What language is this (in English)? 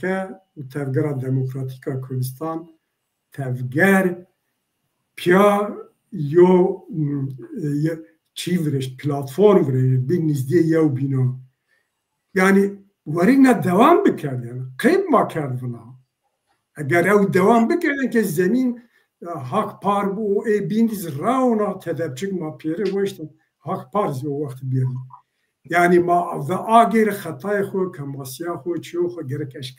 Zaza